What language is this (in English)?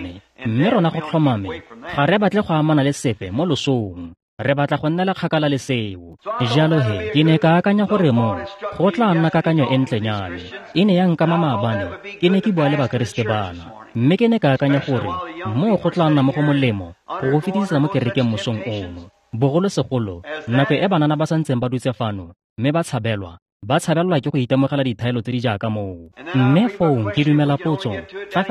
Tswana